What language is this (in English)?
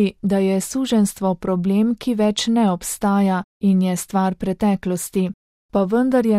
Slovenian